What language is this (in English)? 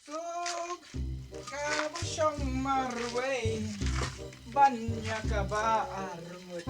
Khasi